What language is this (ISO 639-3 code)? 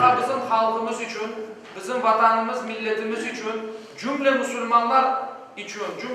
crh